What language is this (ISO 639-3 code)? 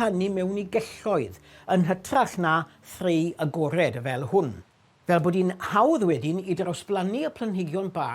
cym